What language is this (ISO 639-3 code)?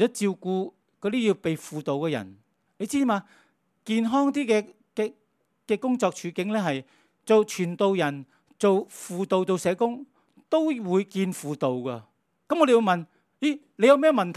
yue